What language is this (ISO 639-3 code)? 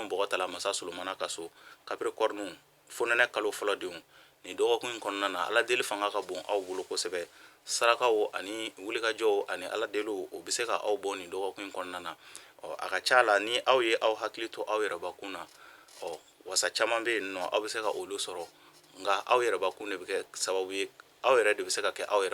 bam